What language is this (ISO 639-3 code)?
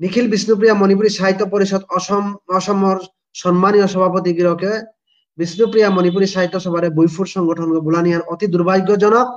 bpy